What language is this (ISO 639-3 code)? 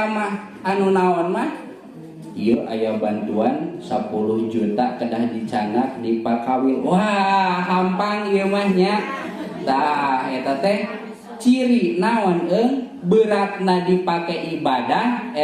sun